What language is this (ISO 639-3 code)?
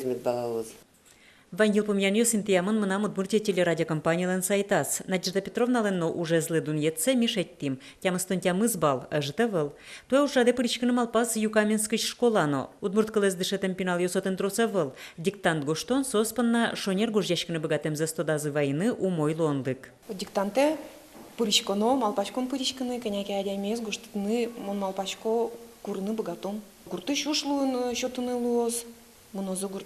udm